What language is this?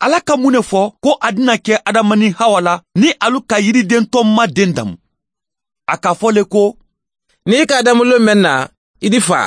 Mandingo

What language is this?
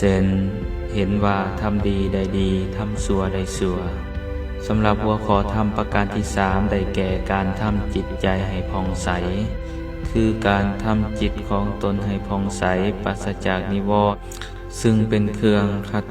Lao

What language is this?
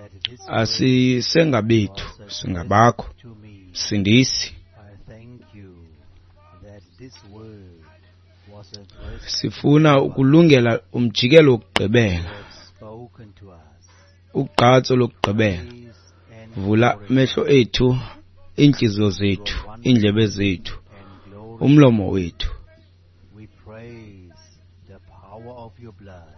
Xhosa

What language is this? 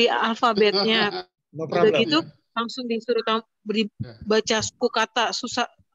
Indonesian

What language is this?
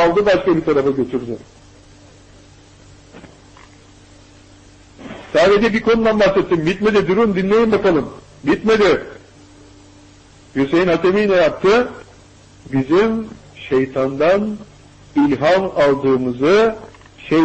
Turkish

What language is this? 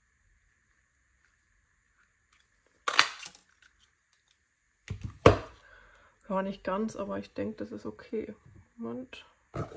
German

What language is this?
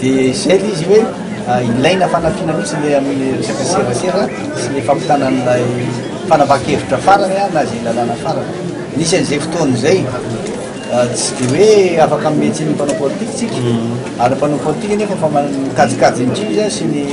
Malagasy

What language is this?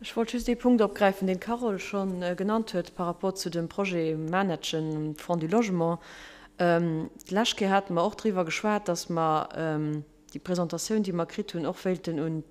Luxembourgish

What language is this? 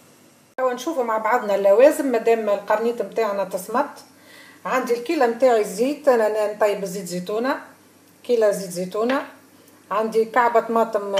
Tunisian Arabic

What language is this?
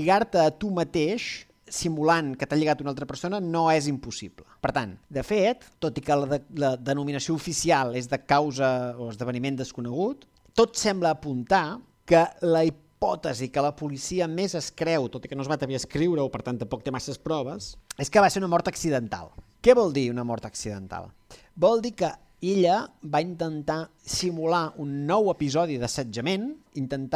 Catalan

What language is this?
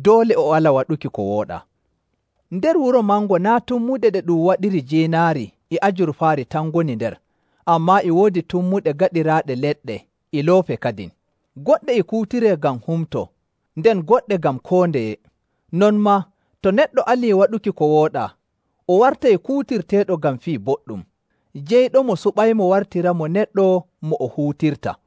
Nigerian Fulfulde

